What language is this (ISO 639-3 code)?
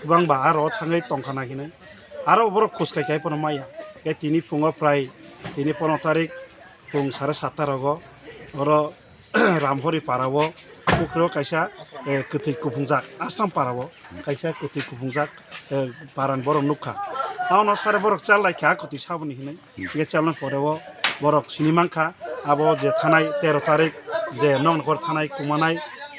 trp